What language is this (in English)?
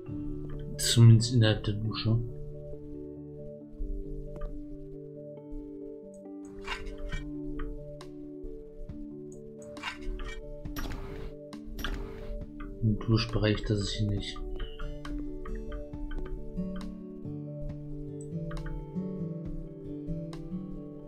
German